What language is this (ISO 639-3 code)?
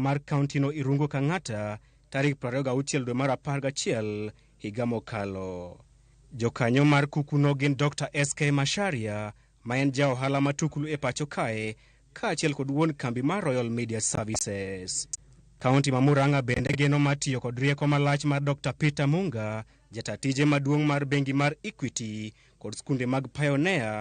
luo